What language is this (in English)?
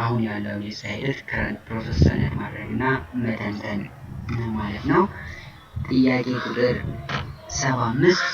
Amharic